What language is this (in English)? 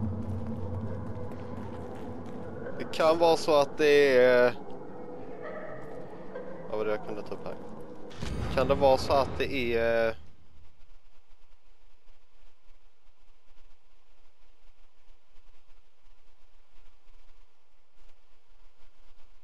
Swedish